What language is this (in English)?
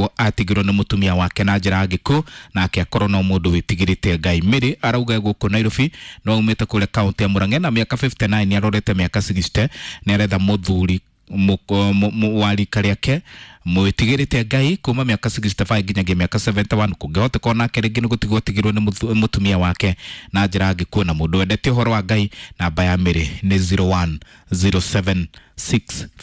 Kikuyu